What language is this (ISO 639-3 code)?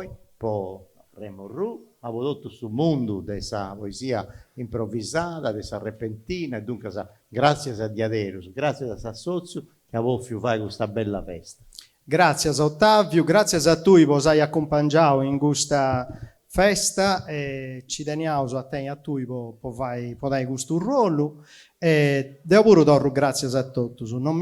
srd